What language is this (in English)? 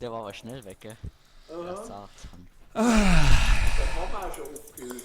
Bavarian